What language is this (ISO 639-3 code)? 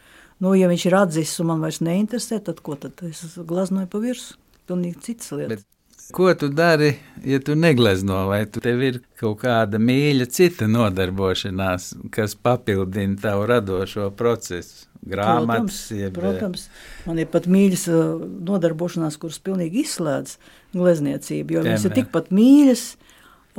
lav